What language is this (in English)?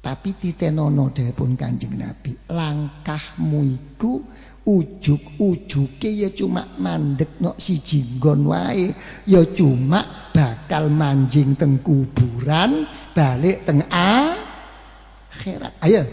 Javanese